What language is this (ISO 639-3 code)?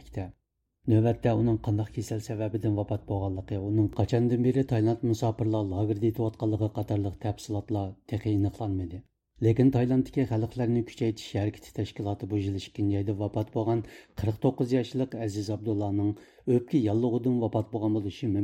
uig